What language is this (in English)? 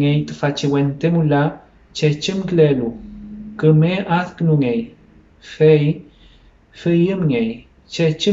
Mapuche